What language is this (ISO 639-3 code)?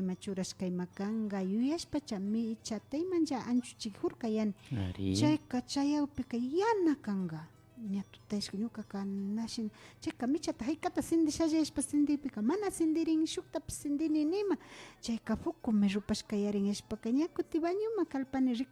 qvi